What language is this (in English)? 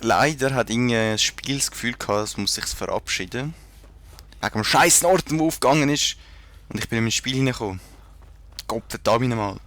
Swiss German